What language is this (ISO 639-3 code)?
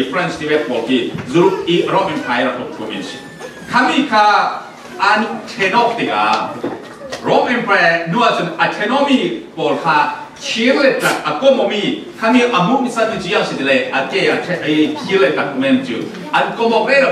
cfm